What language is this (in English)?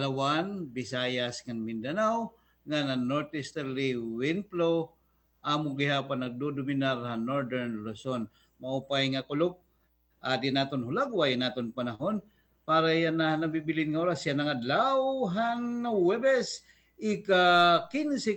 Waray